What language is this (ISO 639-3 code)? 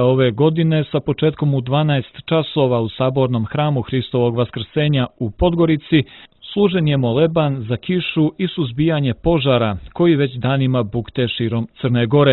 srp